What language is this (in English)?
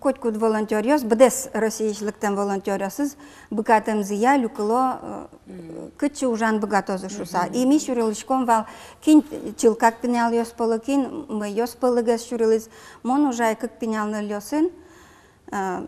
Udmurt